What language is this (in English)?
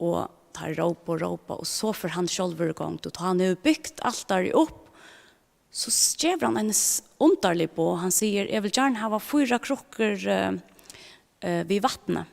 Faroese